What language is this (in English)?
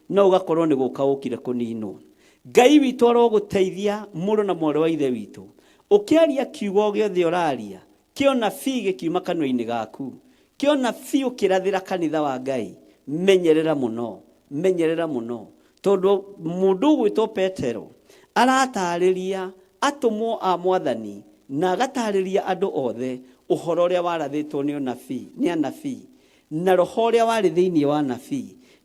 Kikuyu